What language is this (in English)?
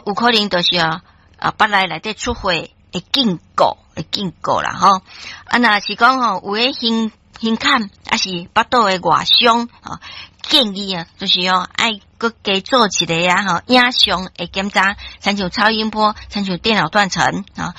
Min Nan Chinese